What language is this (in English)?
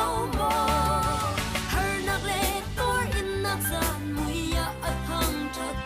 Hakha Chin